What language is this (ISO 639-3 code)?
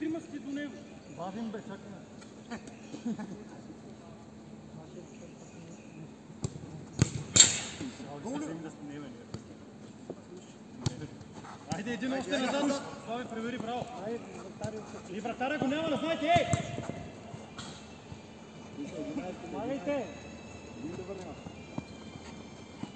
bul